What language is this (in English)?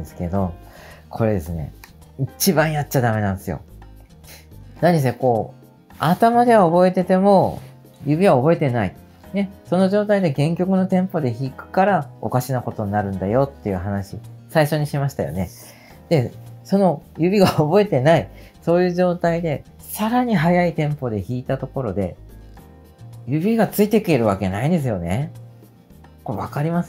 Japanese